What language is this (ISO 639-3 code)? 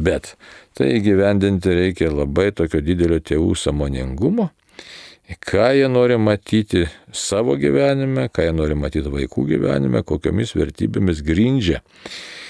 lit